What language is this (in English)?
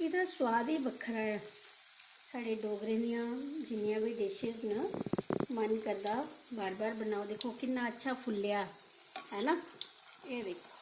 Dogri